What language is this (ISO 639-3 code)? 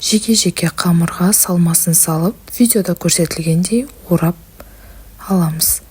kaz